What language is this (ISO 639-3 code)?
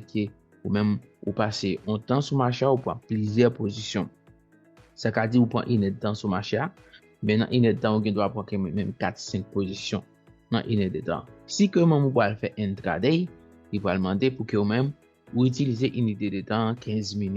hat